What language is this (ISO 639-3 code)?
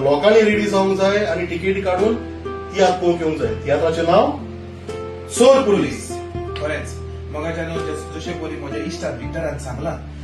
kok